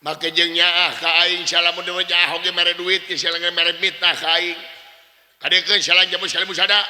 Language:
Sundanese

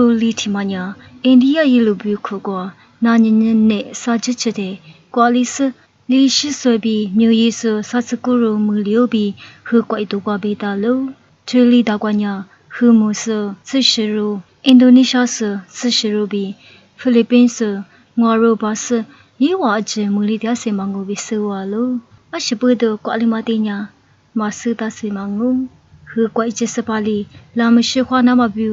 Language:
Lisu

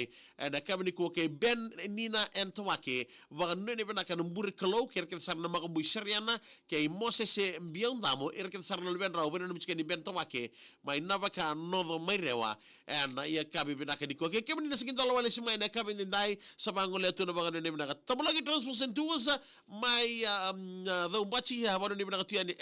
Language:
Fijian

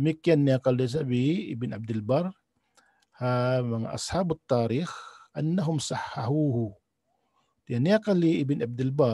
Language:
Tausug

